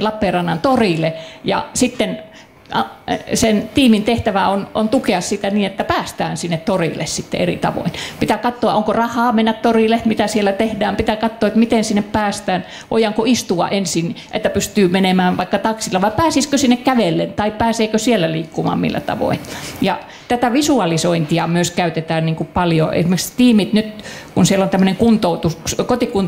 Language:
Finnish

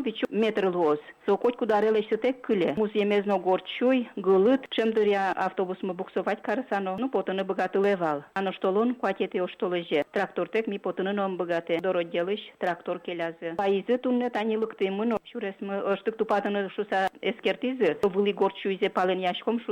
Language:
Udmurt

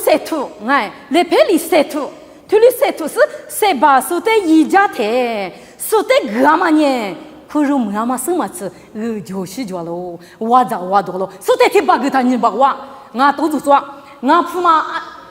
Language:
Lisu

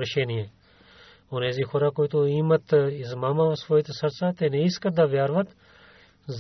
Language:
Bulgarian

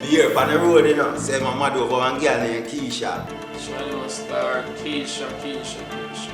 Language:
Jamaican Creole English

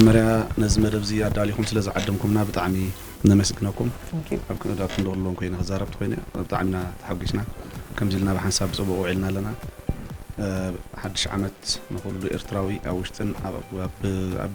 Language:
Tigrinya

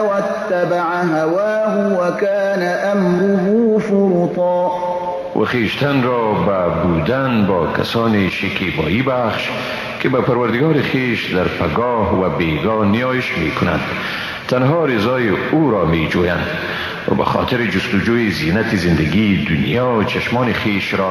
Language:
Persian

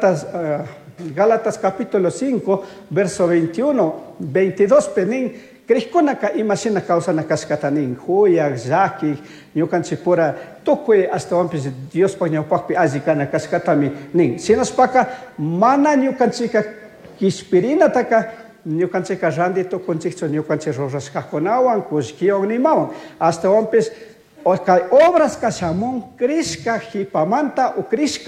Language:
Chimborazo Highland Quichua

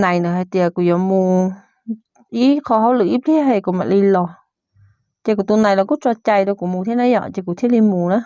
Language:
Hmong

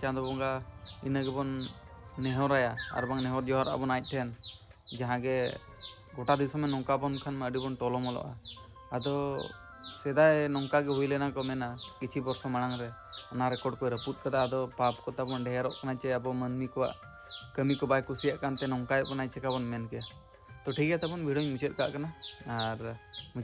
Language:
Santali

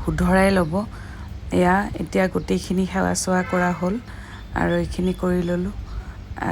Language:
Assamese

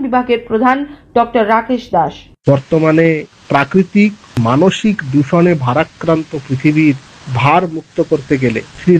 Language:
Bangla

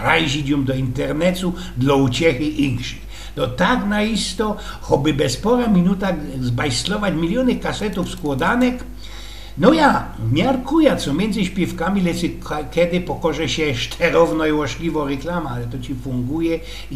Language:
Silesian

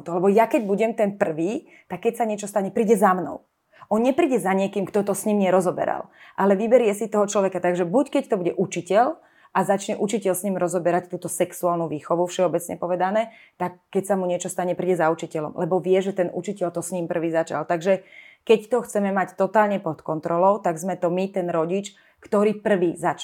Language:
Slovak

